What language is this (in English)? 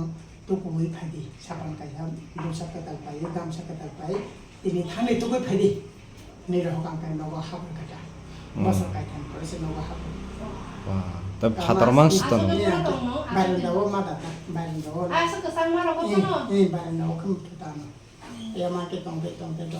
Kok Borok